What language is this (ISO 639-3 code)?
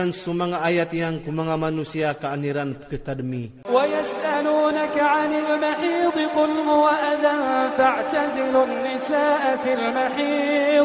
ilp